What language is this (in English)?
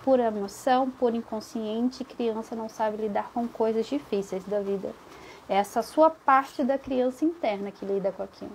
Portuguese